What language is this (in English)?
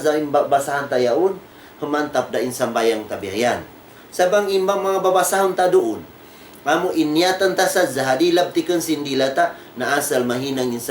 Tausug